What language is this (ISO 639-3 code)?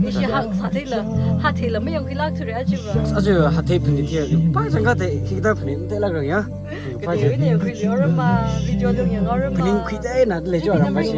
nmf